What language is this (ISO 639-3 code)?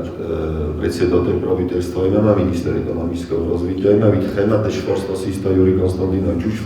oss